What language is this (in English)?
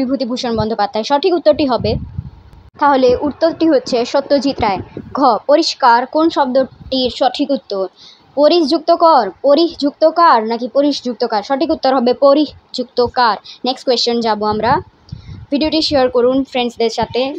Bangla